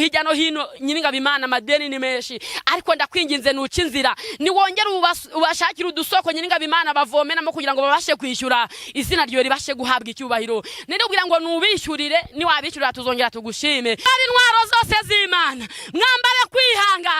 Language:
Kinyarwanda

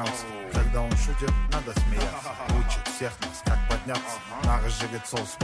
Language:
Kara-Kalpak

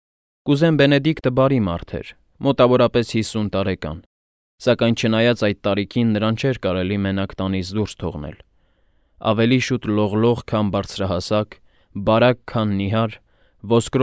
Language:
Armenian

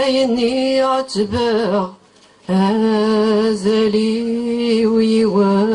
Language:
Kabyle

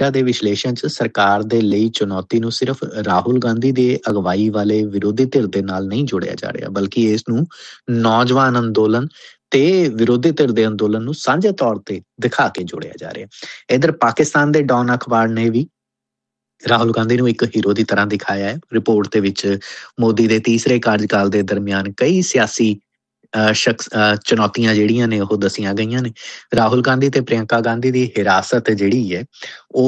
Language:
Punjabi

